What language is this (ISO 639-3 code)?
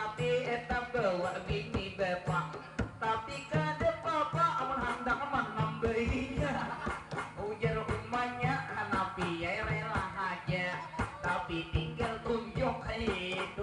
bjn